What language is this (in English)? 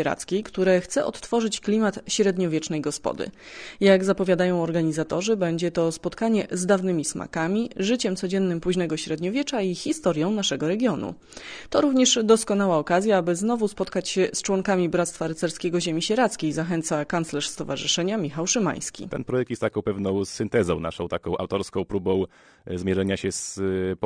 Polish